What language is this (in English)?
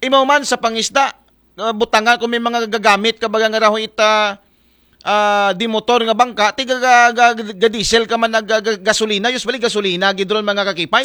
Aklanon